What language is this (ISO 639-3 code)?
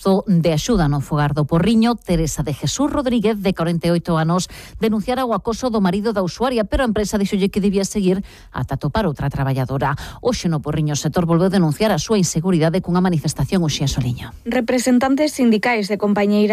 glg